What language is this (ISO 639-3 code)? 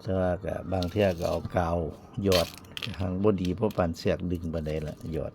tts